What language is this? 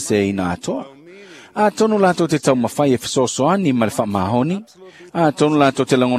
Samoan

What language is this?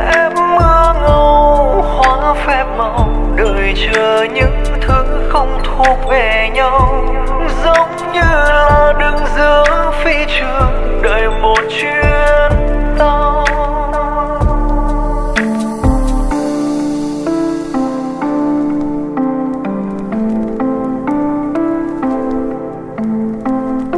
Vietnamese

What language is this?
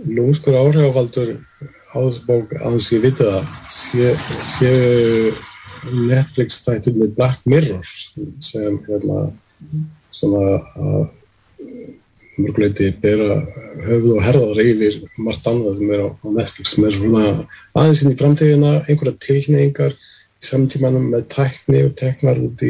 Icelandic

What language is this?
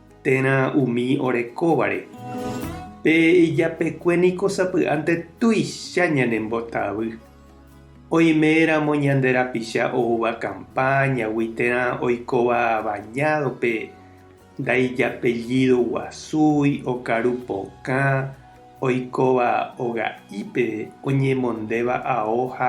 Guarani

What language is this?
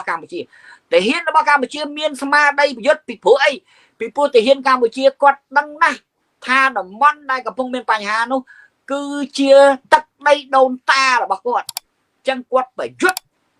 Khmer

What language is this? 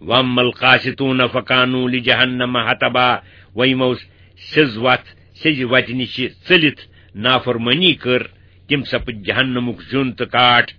Kashmiri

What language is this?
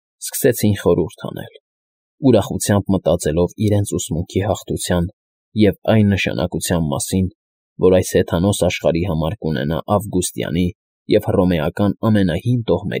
Armenian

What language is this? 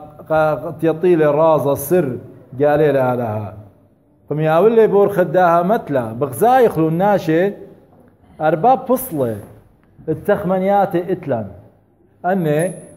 Assyrian Neo-Aramaic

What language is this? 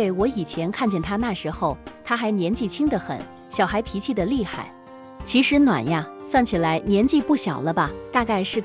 Chinese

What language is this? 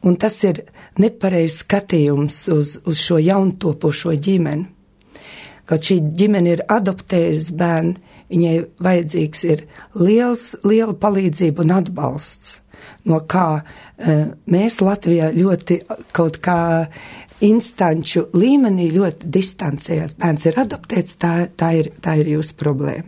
Latvian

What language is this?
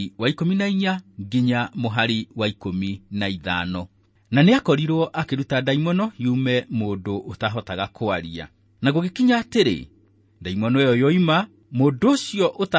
Kikuyu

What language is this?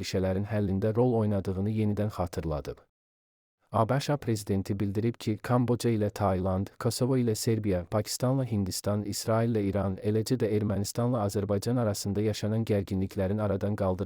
Azerbaijani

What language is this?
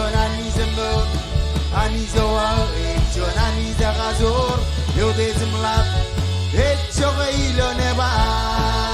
Marshallese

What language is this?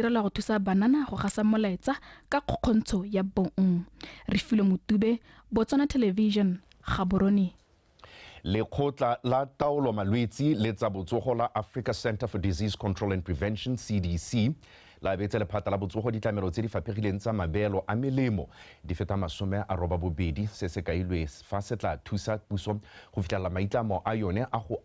Tswana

